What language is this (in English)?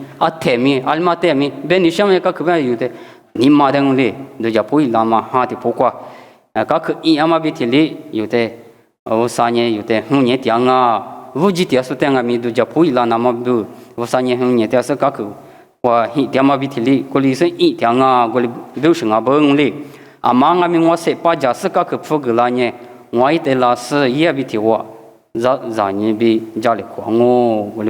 Lisu